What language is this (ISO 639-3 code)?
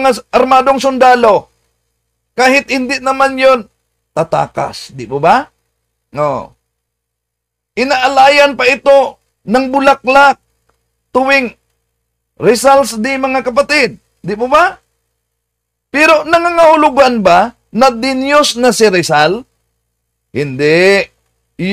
fil